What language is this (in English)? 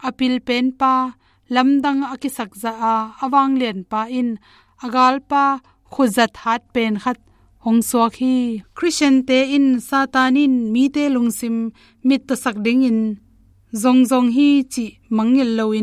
Tedim Chin